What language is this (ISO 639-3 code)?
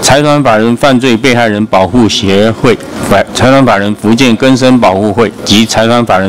zho